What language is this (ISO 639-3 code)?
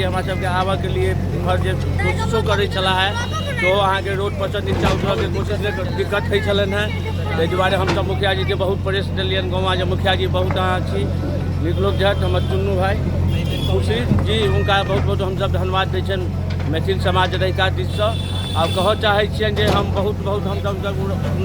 mai